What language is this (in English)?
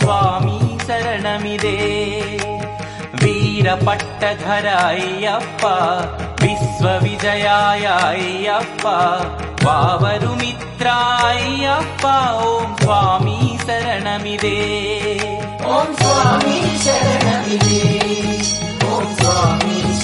Telugu